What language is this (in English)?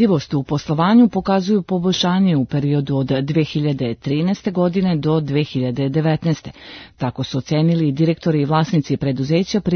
Serbian